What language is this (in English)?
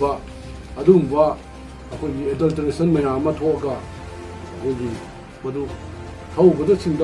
Manipuri